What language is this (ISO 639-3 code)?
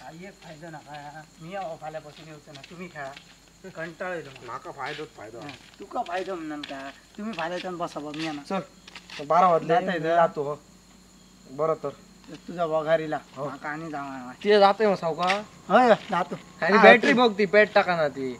kok